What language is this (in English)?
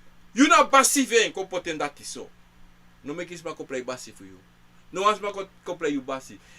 Sranan Tongo